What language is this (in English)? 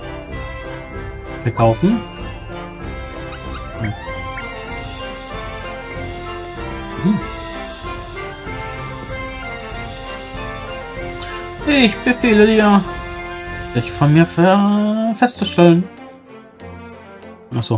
German